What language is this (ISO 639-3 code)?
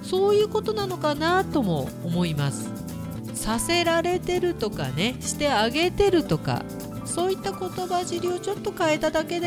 jpn